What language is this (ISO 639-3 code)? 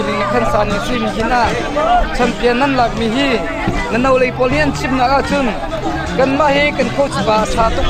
cnh